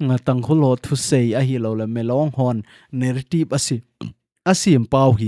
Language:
Thado Chin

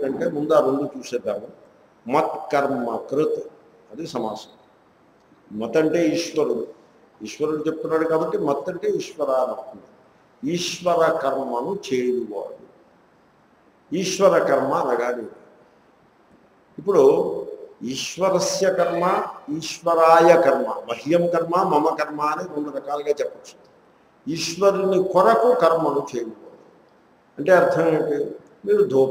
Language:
Telugu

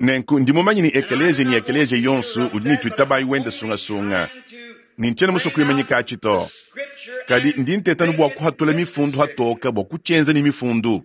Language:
Luba-Lulua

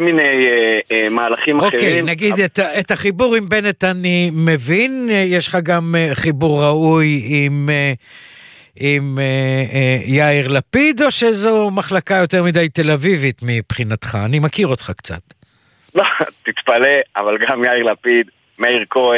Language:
Hebrew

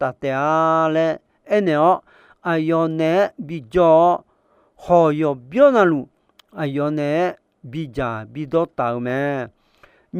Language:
Akha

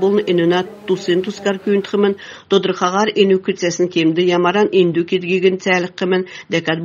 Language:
Kalmyk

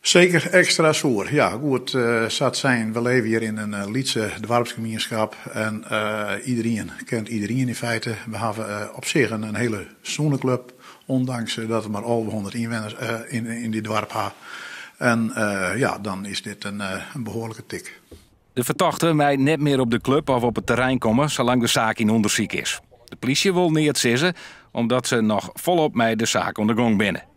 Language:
Western Frisian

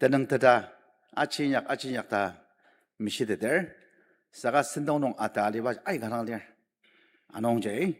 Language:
Ao Naga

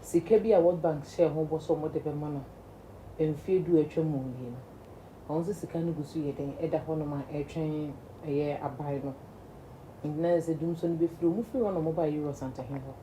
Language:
Akan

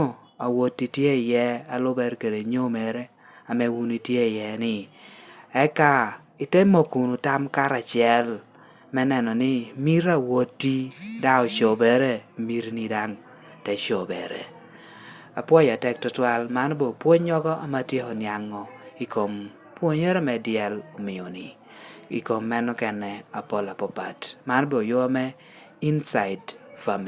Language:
Lango (Uganda)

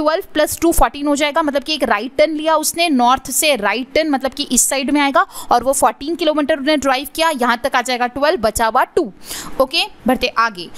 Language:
Hindi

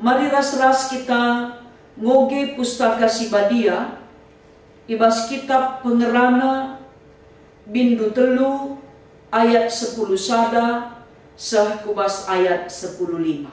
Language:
Batak Karo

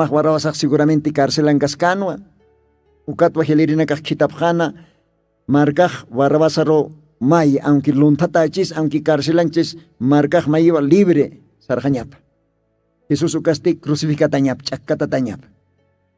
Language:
Aymara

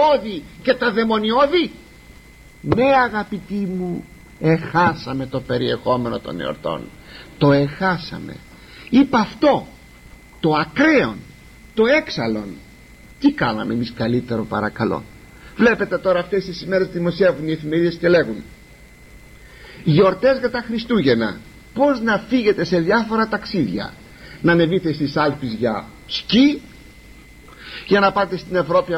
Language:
Greek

